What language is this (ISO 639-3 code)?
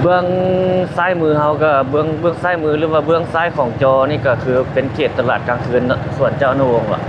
lao